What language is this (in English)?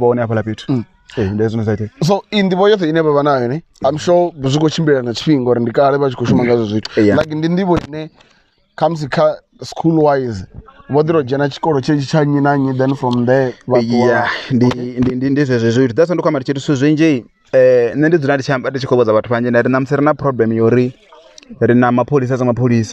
Venda